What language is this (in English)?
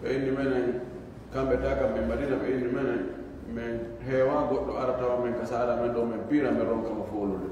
Fula